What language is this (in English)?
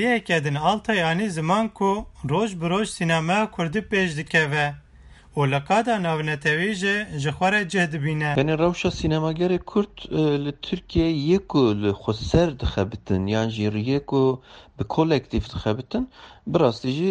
Kurdish